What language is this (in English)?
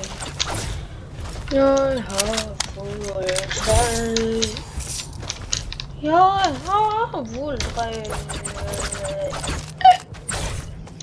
Danish